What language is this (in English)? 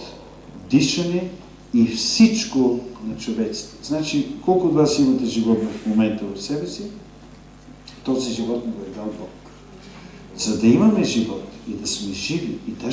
Bulgarian